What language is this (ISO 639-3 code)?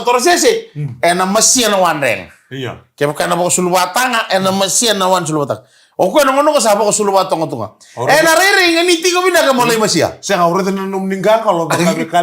fij